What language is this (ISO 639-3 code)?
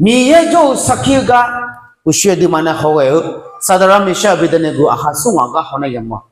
ahk